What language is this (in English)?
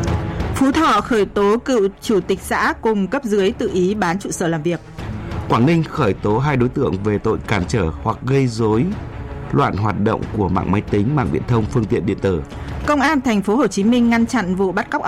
Vietnamese